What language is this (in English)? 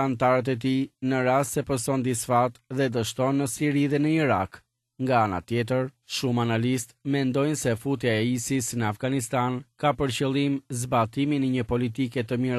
Albanian